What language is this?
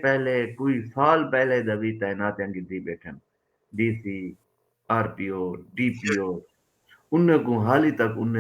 Saraiki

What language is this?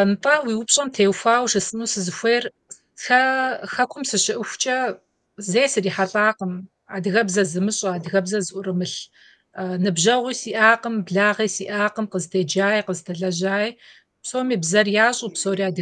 Kabardian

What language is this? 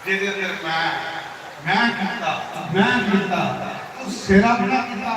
Dogri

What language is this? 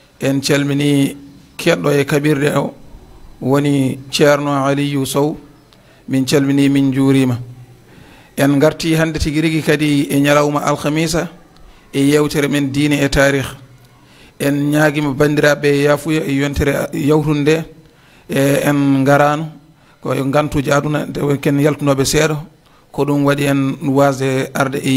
Fula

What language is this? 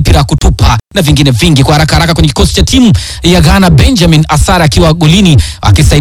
Swahili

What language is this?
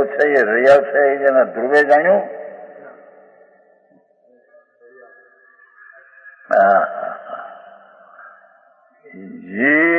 Gujarati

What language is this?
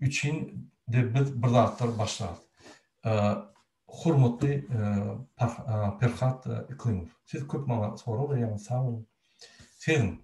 Turkmen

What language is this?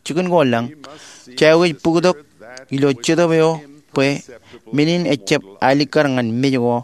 Marshallese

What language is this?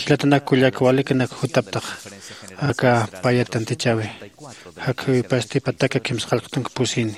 Aymara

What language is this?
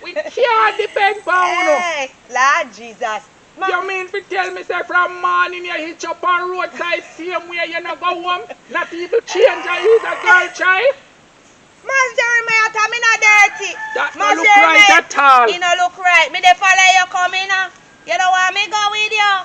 Jamaican Creole English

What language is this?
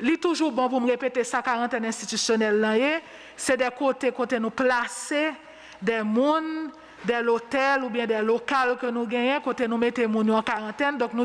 Haitian Creole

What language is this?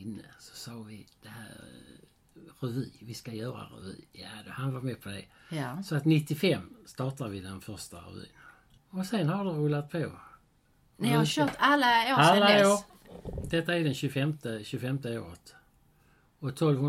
Swedish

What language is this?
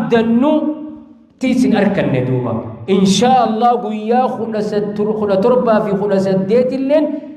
Oromo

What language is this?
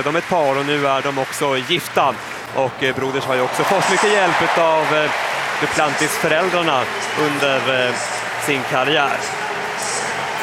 Swedish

